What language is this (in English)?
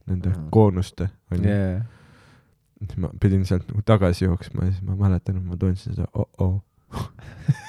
Estonian